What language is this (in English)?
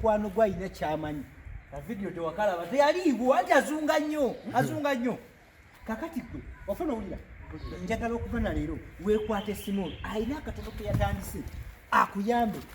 Ganda